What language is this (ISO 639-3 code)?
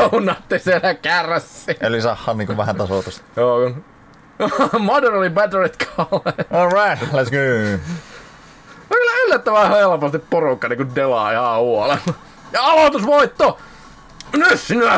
fin